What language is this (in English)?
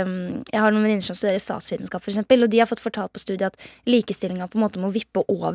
Norwegian